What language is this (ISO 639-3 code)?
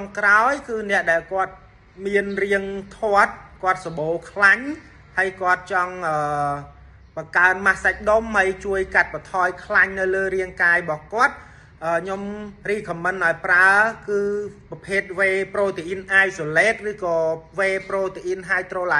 khm